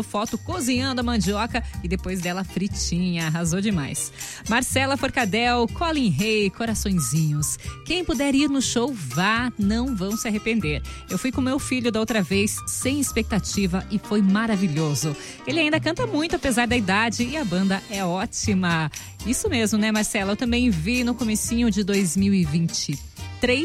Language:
Portuguese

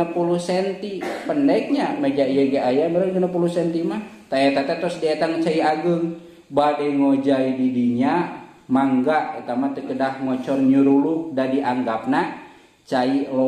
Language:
Sundanese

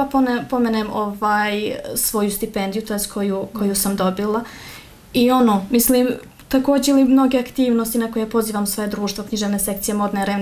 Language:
Bosnian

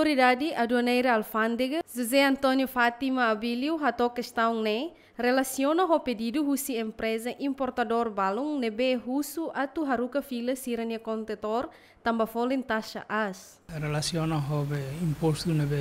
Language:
Tetum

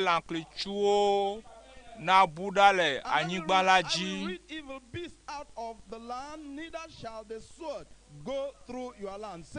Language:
Ewe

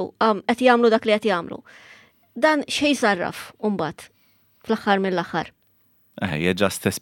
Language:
Maltese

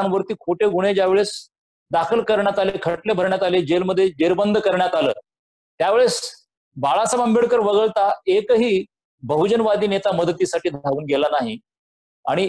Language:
Marathi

